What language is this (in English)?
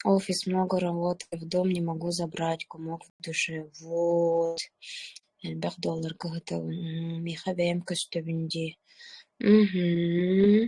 Yakut